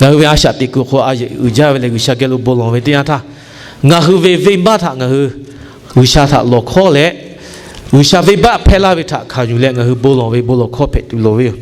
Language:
Lahu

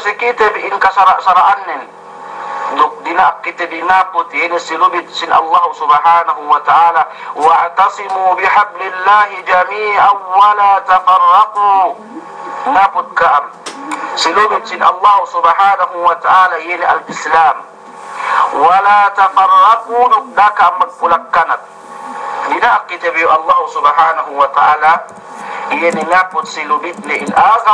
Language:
Yakan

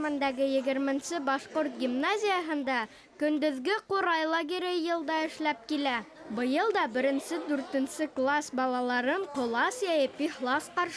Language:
Bashkir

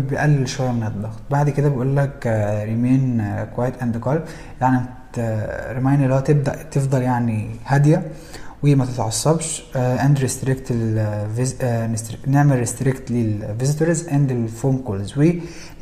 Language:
Egyptian Arabic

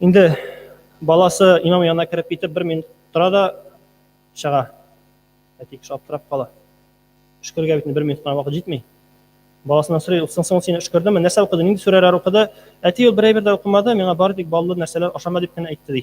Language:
Tatar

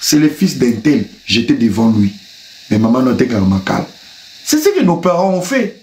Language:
Lingala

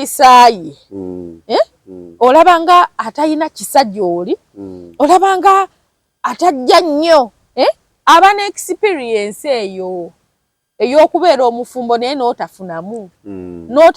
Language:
Ganda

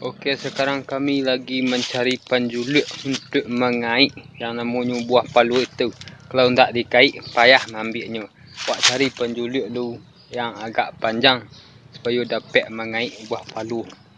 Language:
Minangkabau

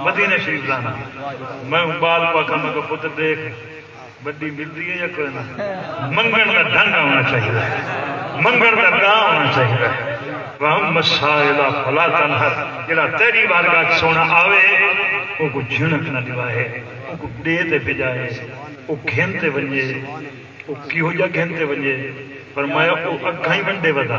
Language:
Saraiki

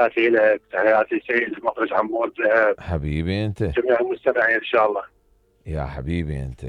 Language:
Mesopotamian Arabic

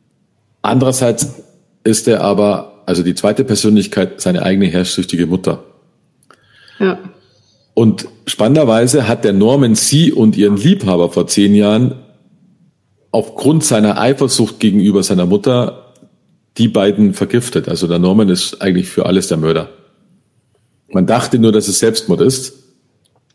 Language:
German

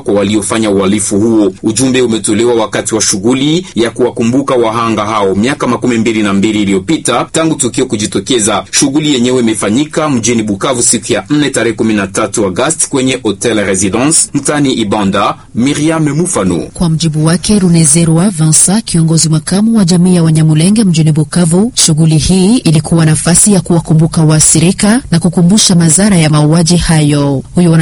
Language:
Swahili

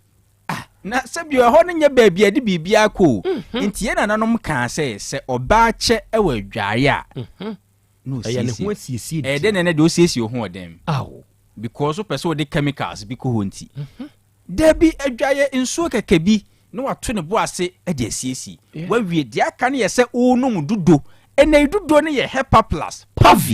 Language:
Akan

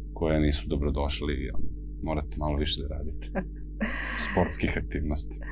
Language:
Serbian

